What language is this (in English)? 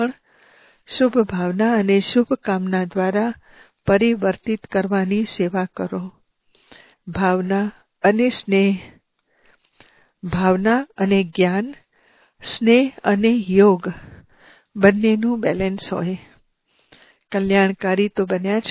Gujarati